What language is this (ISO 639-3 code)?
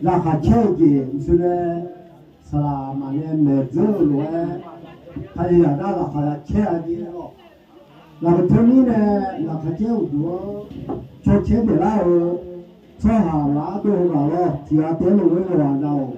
ahk